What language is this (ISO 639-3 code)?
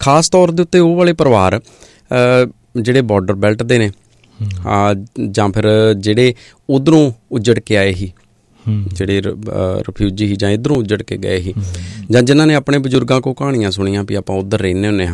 pan